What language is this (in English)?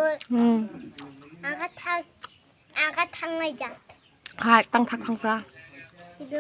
Kok Borok